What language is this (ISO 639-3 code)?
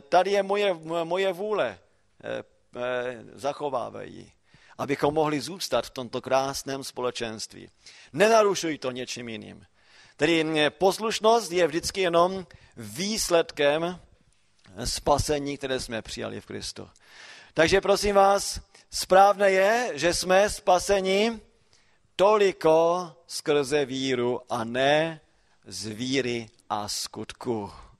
ces